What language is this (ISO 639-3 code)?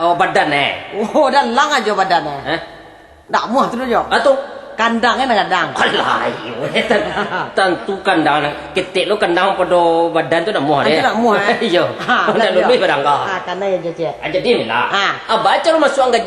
min